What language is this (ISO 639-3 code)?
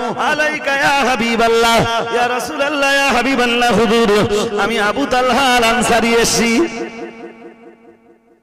ben